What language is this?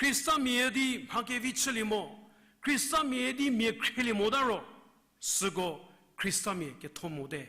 Angami Naga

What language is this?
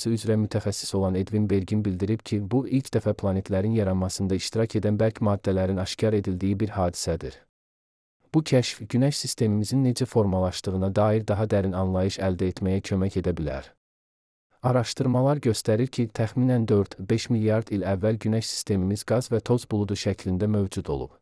Azerbaijani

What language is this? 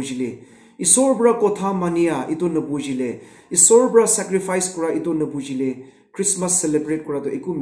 Naga Pidgin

